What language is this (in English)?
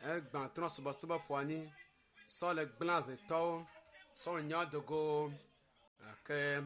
Ewe